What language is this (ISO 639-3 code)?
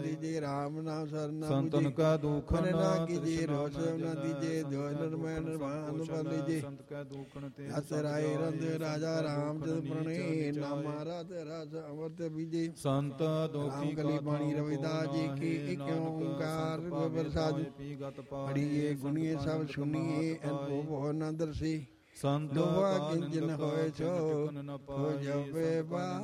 pan